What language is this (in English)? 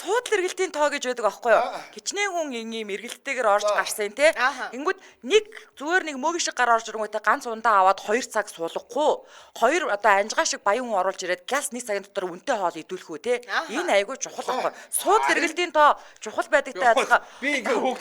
Mongolian